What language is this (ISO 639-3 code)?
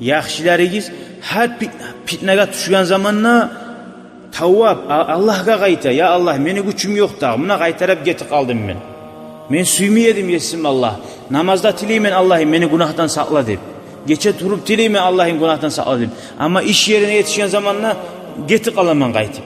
kum